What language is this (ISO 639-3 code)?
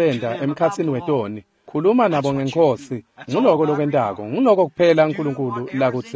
ssw